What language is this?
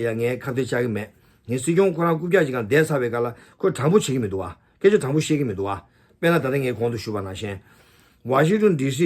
Tibetan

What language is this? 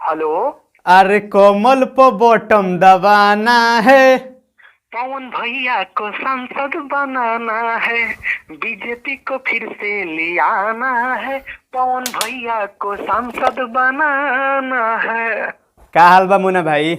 Bhojpuri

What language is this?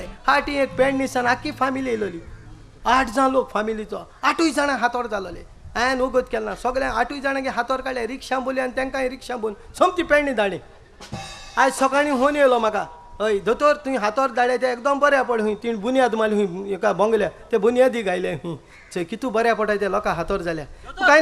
Konkani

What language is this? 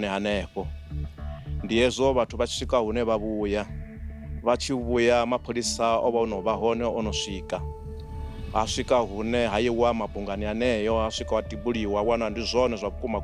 Venda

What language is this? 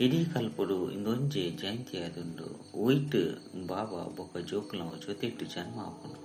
Tulu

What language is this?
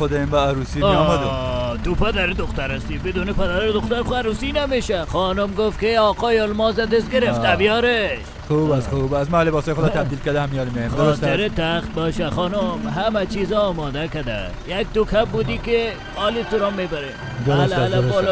Persian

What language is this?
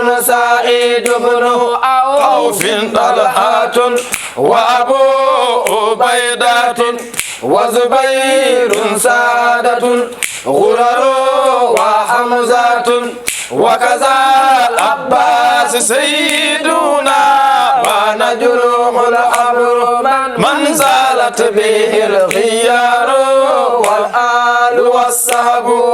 Fula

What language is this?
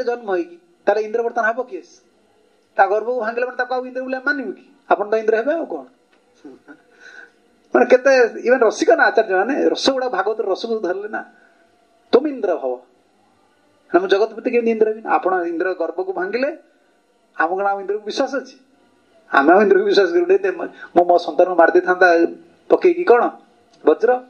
Odia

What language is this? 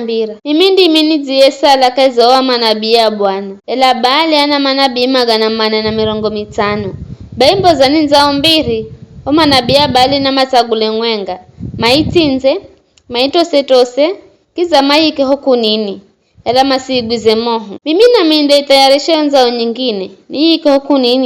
Giryama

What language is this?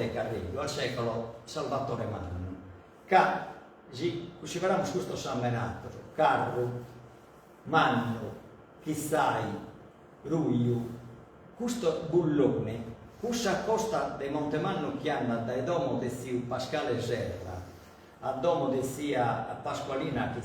Sardinian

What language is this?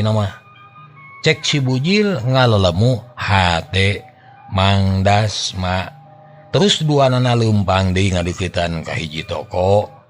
Sundanese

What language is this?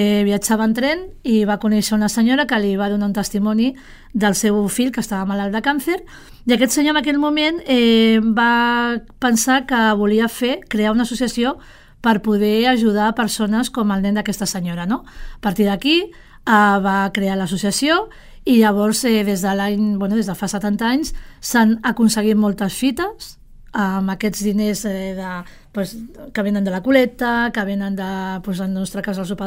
Catalan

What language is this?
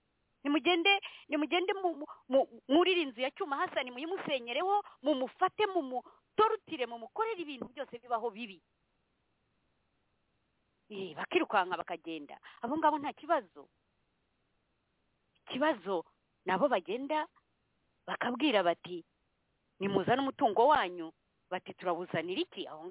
Kinyarwanda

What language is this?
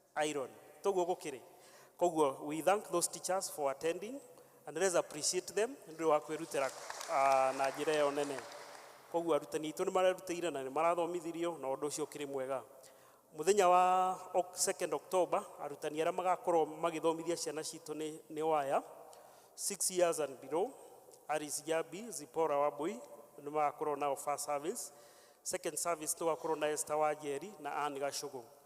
Kikuyu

